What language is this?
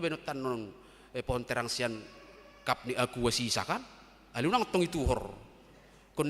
Batak Toba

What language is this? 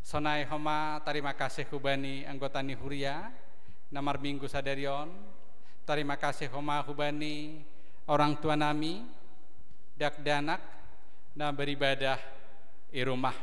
Batak Simalungun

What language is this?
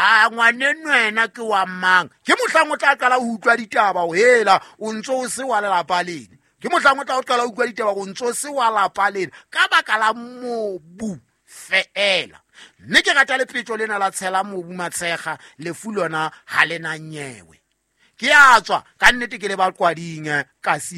Southern Sotho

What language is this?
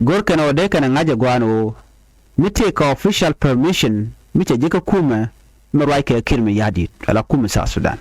Nuer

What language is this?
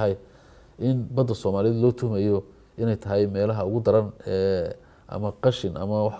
Somali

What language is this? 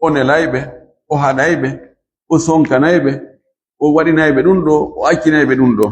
Fula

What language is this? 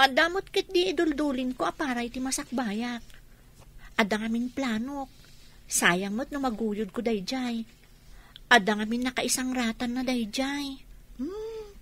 Iloko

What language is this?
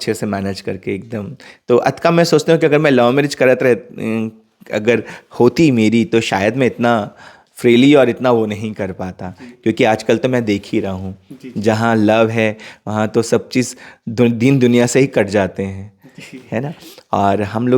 Chhattisgarhi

